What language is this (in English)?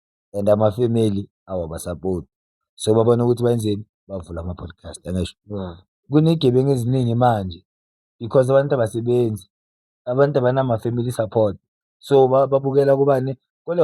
Zulu